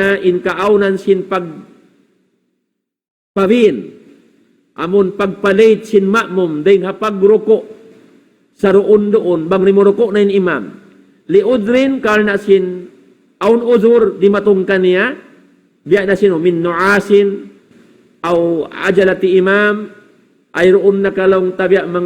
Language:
Tausug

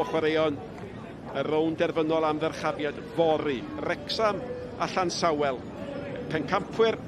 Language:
Welsh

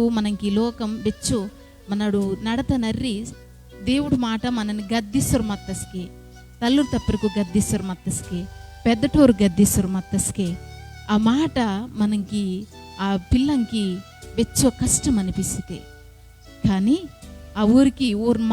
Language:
Koya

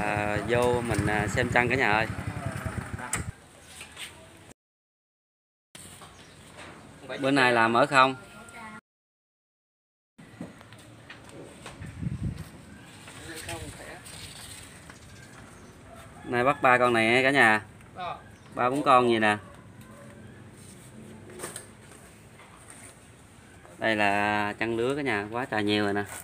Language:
Vietnamese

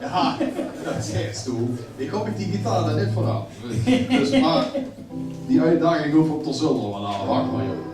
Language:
Limburgish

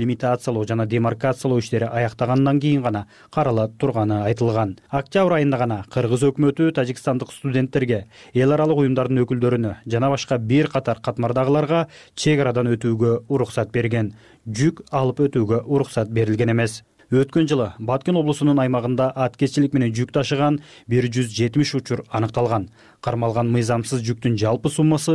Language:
Kyrgyz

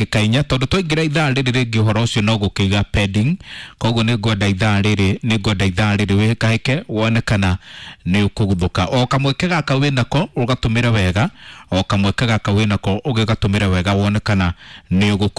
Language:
Kikuyu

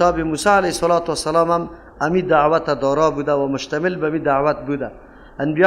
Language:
Persian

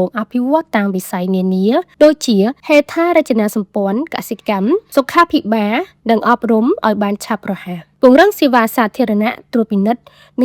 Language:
Khmer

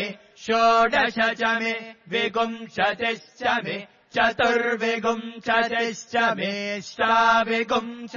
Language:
Sanskrit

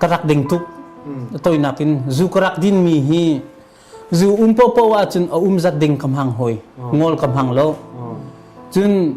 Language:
Hakha Chin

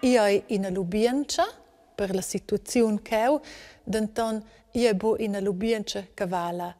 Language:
Romansh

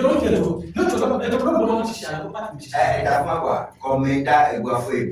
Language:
Ewe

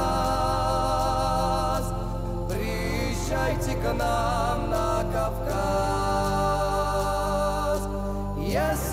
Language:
Abkhazian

